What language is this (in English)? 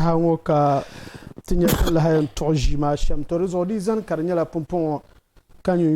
Dagbani